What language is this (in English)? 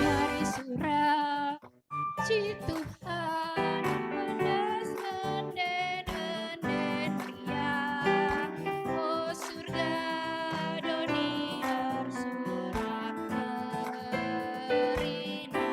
Batak Karo